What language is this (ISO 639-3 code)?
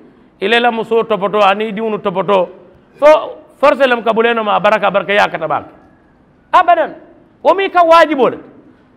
man